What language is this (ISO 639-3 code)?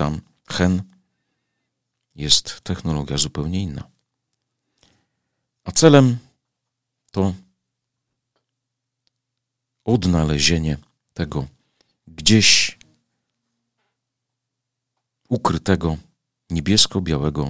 pol